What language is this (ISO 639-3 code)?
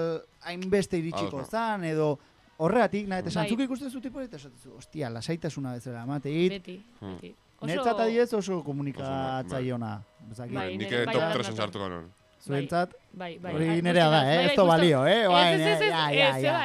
eus